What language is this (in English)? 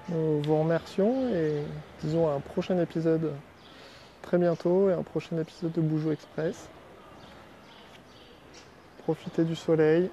French